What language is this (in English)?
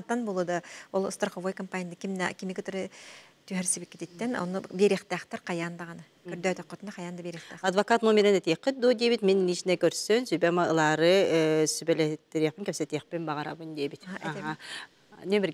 Yakut